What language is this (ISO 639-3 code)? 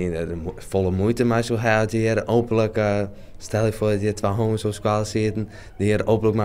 fry